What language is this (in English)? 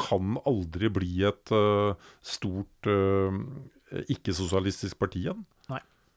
Norwegian